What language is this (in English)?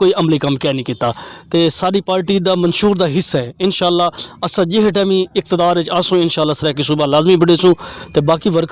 Saraiki